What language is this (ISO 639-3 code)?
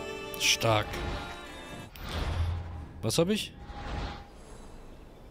deu